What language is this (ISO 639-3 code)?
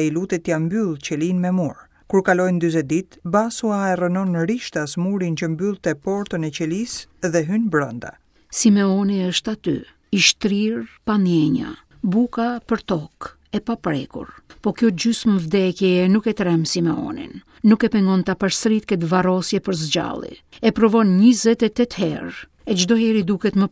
sqi